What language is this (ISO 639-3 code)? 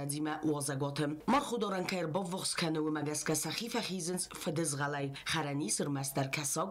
oss